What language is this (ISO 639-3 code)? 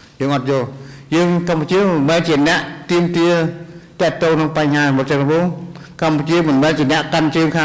khm